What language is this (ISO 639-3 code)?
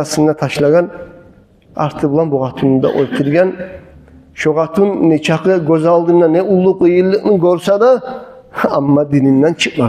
kum